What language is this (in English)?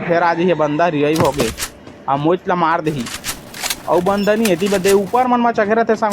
Chhattisgarhi